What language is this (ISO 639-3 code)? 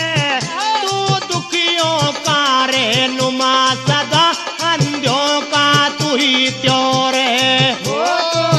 bgc